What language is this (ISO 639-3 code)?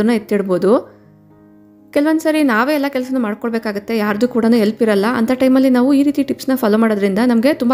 kan